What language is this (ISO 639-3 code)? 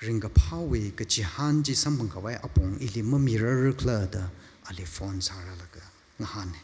nmf